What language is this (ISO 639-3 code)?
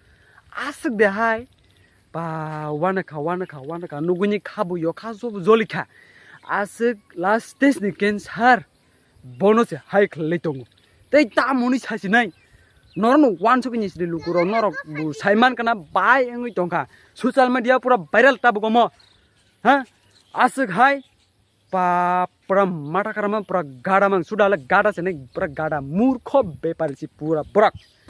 trp